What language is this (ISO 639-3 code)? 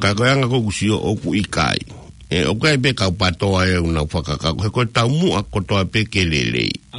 ton